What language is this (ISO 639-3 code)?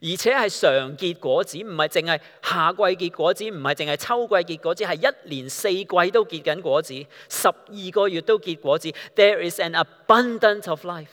yue